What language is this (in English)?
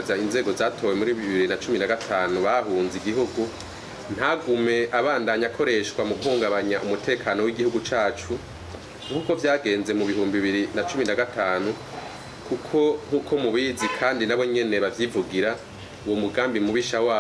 Rundi